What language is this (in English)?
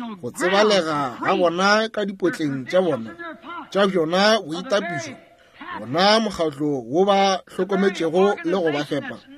Northern Sotho